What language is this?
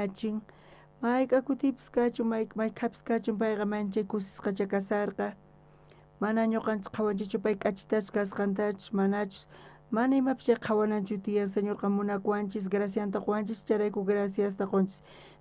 South Bolivian Quechua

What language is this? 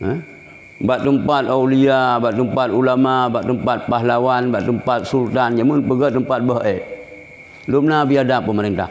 Achinese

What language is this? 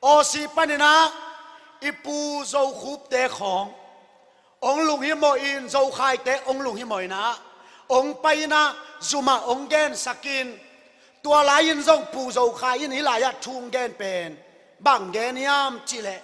Tedim Chin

